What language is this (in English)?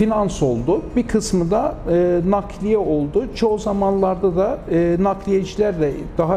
Turkish